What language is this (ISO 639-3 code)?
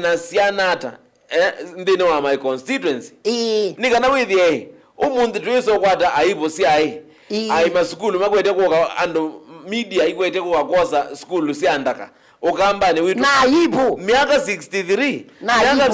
kam